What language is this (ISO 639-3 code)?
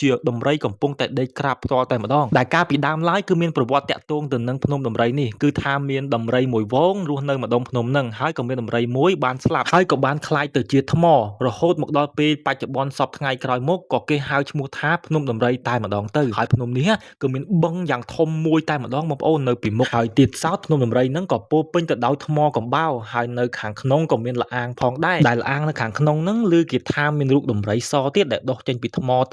khm